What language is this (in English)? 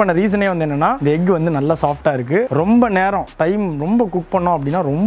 Tamil